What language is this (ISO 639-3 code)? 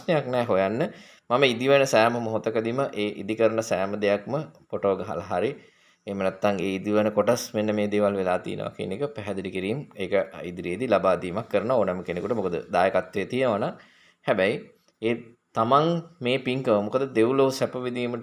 sin